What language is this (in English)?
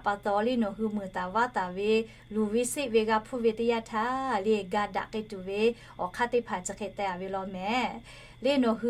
Lahu